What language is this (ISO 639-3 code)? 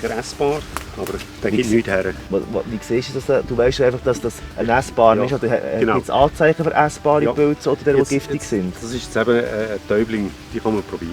gsw